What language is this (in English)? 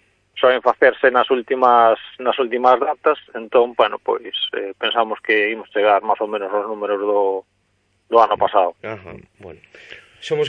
Galician